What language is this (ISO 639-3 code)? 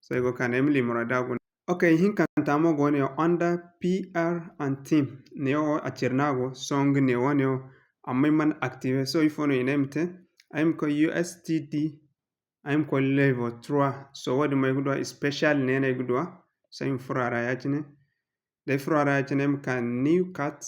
dje